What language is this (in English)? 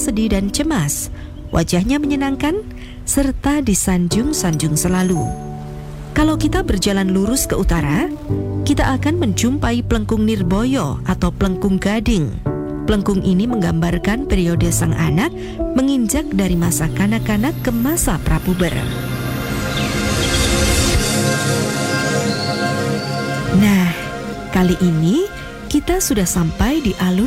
Indonesian